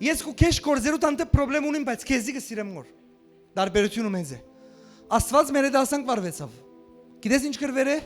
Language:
Western Armenian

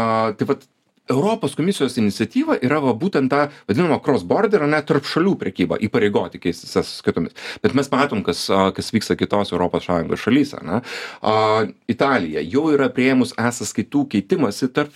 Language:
Lithuanian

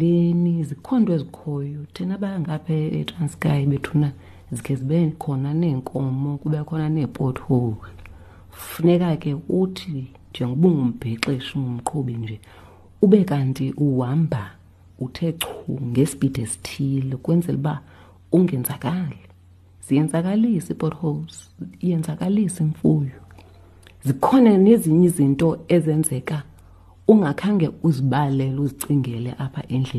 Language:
Xhosa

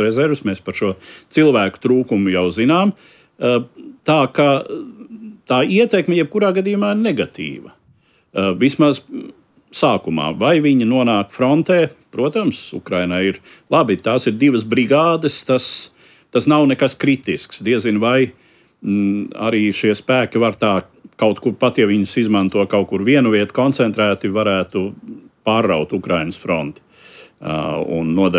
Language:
Latvian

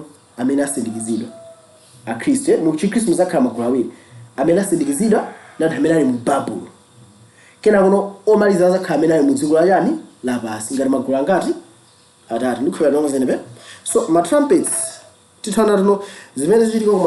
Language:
Nyanja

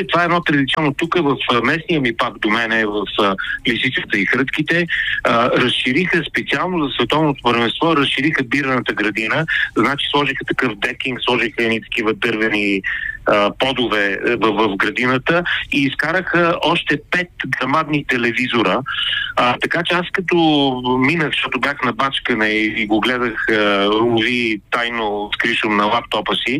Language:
Bulgarian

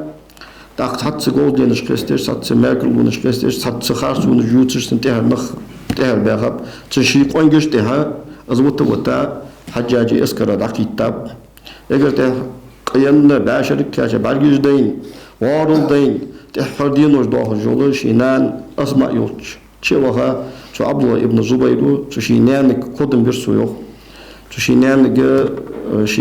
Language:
Ingush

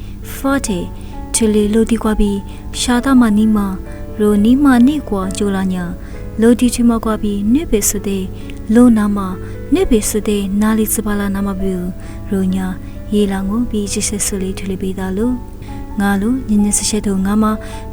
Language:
Lisu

